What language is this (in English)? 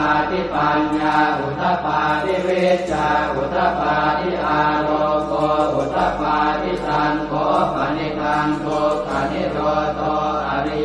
Pali